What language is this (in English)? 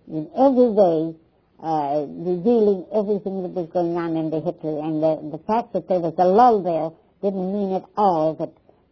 English